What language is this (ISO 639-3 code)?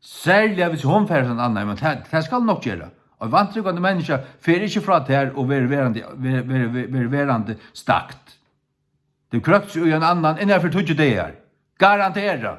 fao